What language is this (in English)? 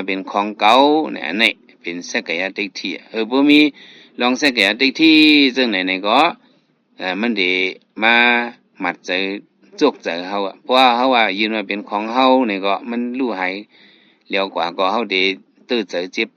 Shan